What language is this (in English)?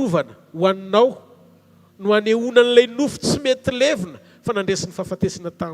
Malagasy